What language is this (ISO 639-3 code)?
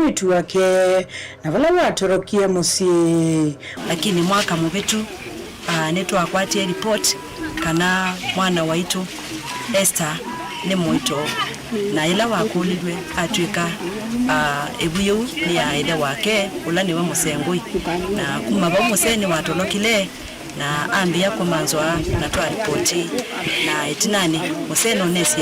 kam